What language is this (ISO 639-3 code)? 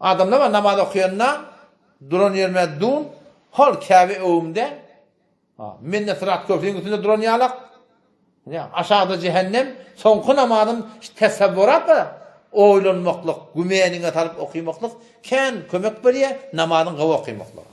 tuk